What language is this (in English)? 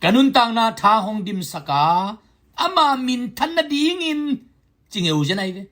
Tedim Chin